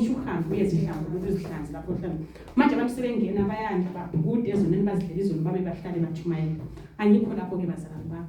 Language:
Zulu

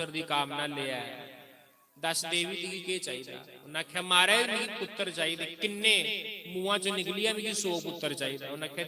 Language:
Dogri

